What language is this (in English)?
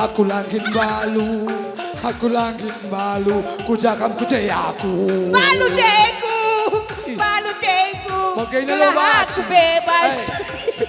Batak Karo